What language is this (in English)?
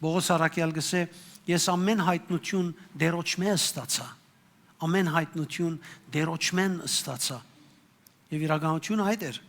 Western Armenian